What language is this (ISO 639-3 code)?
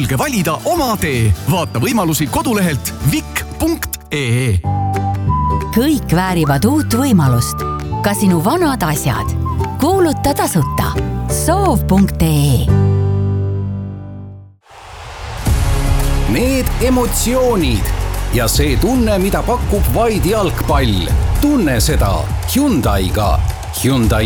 est